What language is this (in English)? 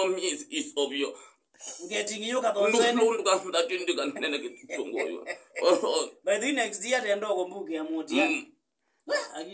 Kamba